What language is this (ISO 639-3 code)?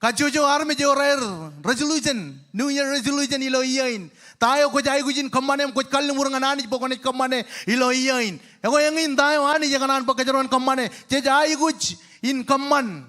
mah